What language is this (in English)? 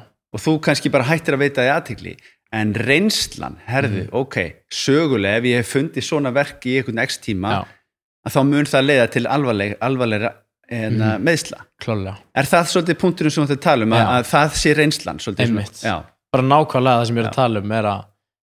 Icelandic